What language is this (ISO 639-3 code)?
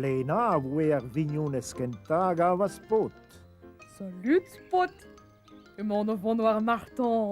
bre